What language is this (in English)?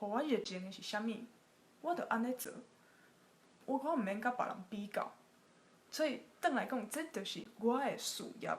Min Nan Chinese